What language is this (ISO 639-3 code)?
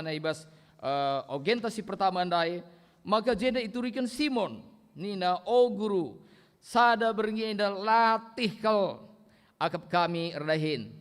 btx